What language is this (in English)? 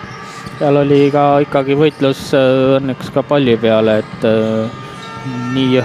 Estonian